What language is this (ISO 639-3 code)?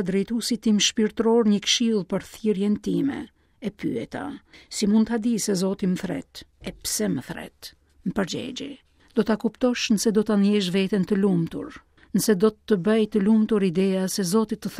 sqi